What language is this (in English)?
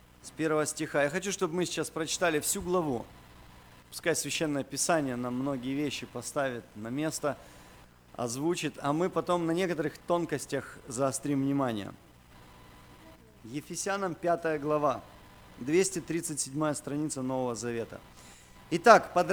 Russian